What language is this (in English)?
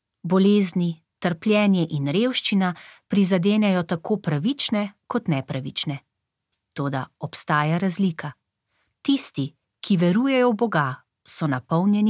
Slovenian